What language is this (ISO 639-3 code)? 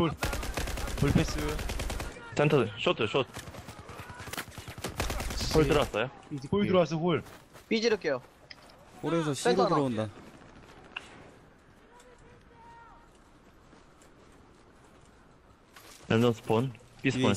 kor